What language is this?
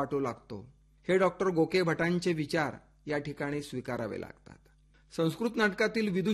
Marathi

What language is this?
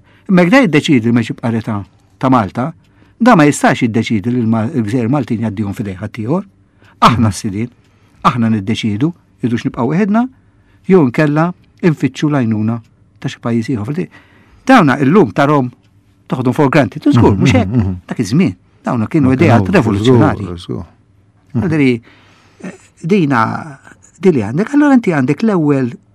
Maltese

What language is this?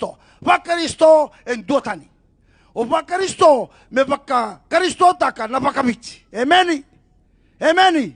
Fijian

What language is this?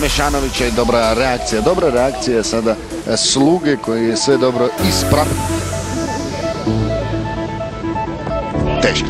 Croatian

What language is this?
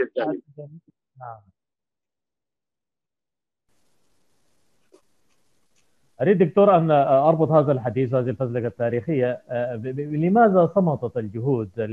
Arabic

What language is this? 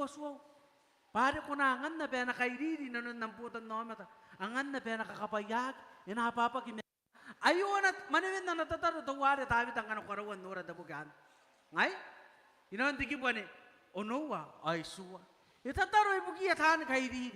Gilbertese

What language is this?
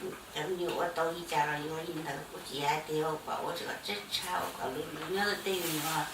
Hmong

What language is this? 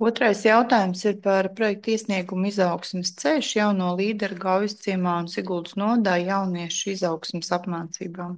Latvian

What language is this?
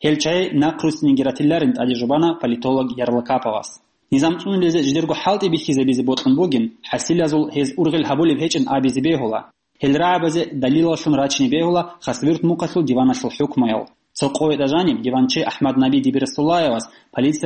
Avaric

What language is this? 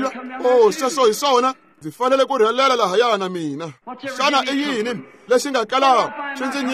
Tsonga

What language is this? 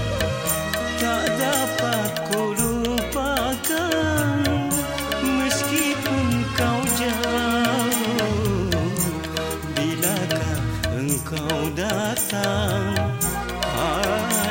Malay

